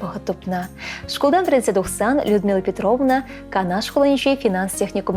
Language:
Chuvash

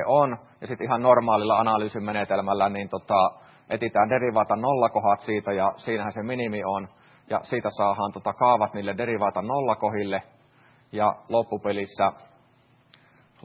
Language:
Finnish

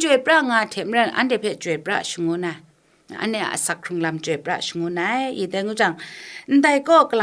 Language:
Kachin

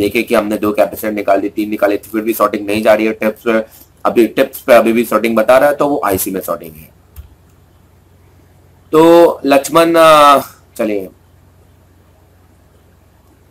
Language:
Hindi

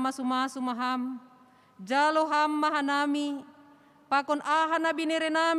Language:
Batak Simalungun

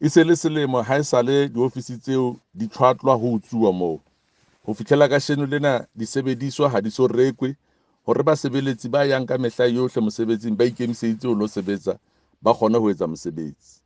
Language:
Southern Sotho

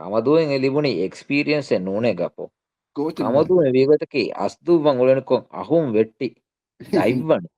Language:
Divehi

